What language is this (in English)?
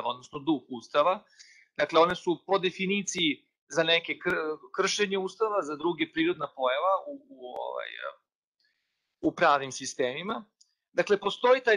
Serbian